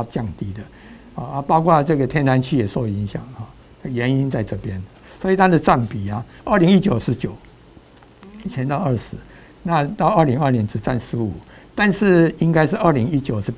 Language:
Chinese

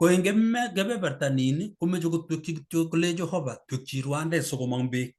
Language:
Kalenjin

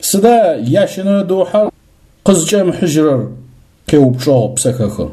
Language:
Adyghe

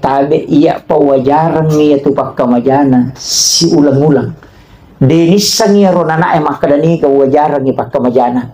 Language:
Buginese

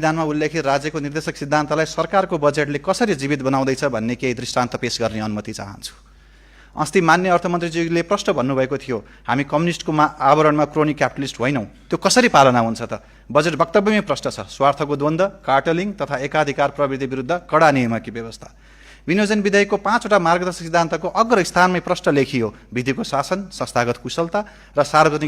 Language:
Nepali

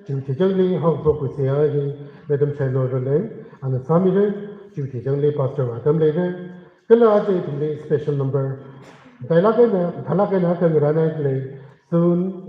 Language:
Tangkhul Naga (India)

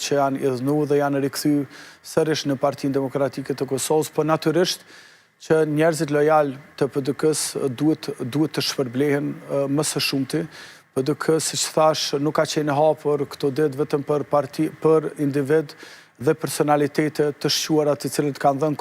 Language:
Albanian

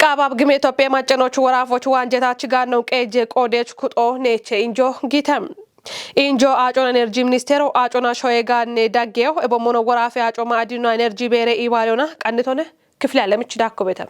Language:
Kafa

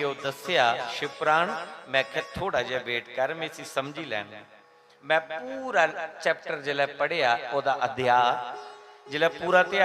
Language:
Dogri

